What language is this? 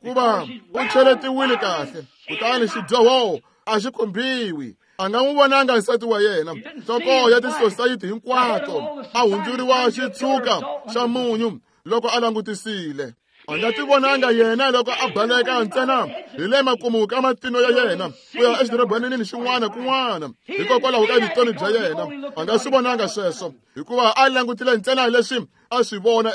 Tsonga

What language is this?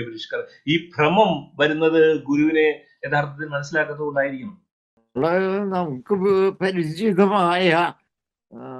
Malayalam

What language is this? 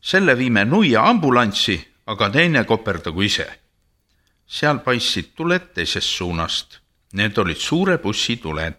Estonian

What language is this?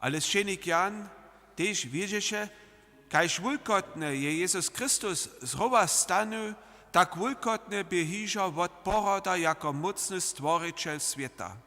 Upper Sorbian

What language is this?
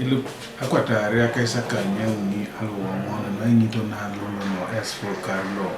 Teso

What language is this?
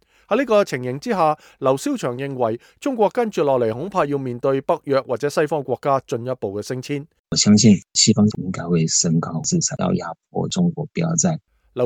Cantonese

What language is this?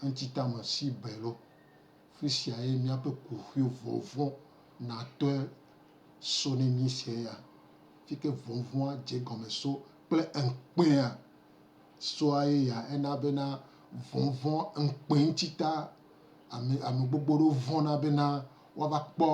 Gen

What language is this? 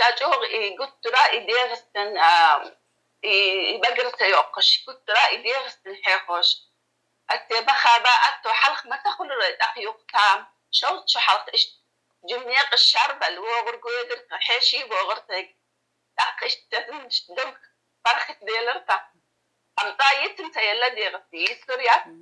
Chechen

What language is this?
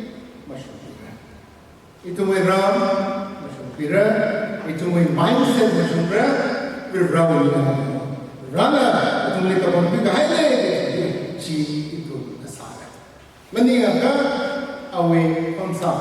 Tangkhul Naga (India)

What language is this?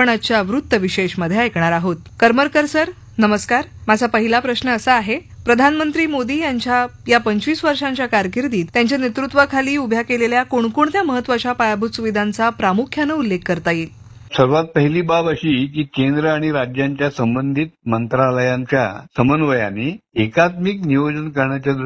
Marathi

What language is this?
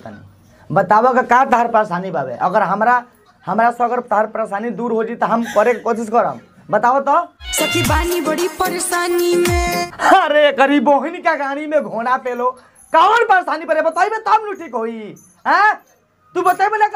Bhojpuri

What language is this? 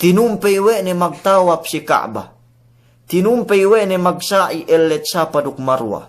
Yakan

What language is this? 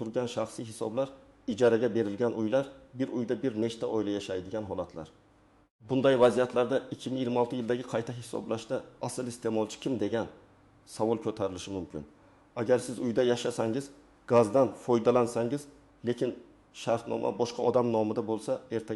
Uzbek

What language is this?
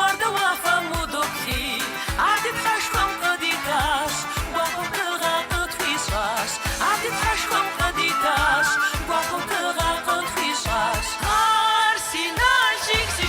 Kabardian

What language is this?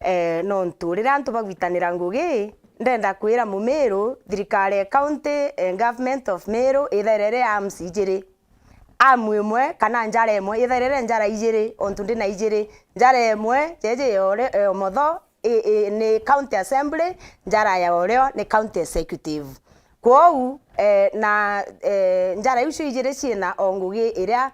Meru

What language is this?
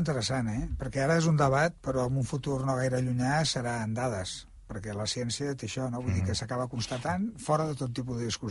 Catalan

